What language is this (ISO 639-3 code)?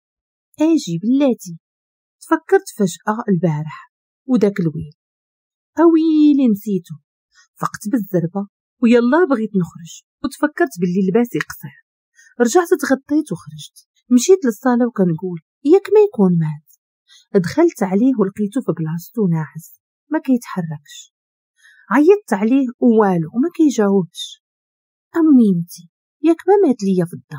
ary